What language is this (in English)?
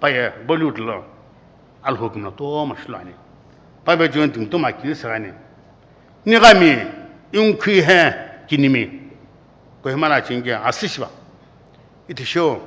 Sumi Naga